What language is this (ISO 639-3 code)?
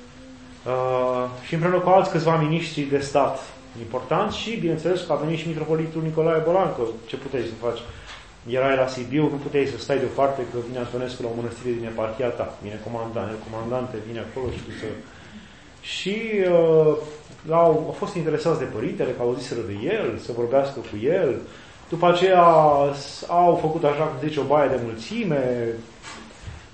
ron